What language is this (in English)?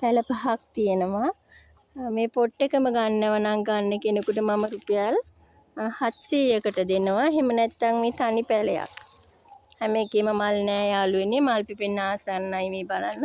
Sinhala